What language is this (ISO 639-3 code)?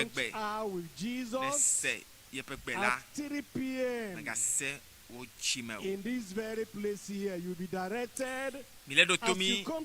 ewe